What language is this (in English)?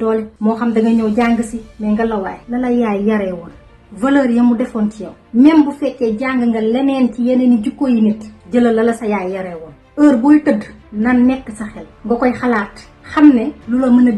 Wolof